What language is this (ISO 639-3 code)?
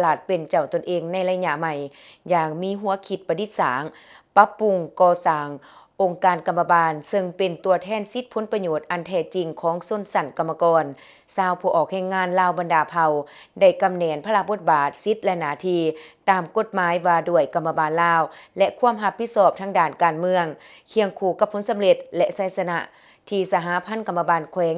lao